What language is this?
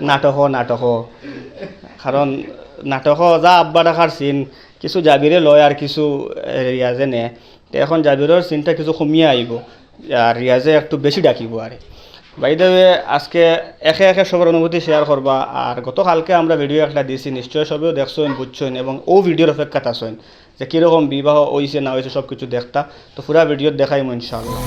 Sylheti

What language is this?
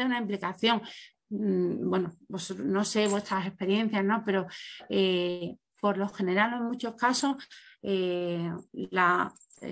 Spanish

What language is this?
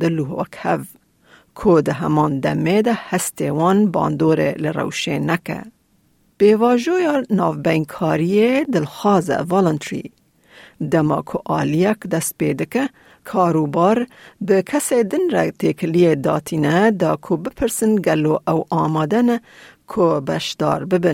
Kurdish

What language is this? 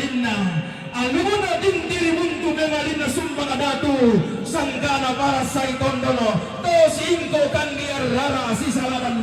Toraja-Sa'dan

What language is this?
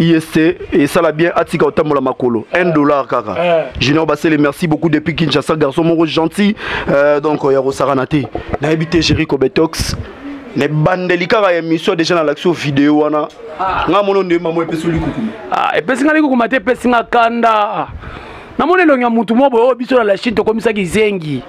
Lingala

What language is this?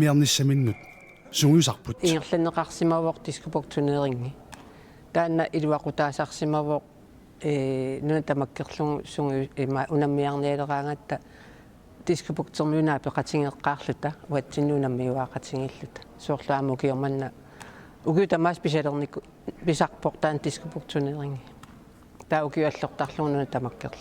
Kalaallisut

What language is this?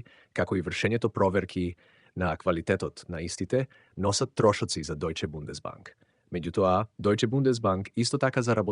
Macedonian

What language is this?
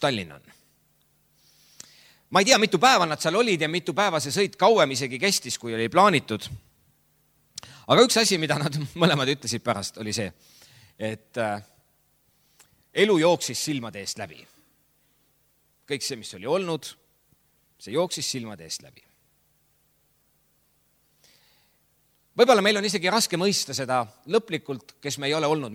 Estonian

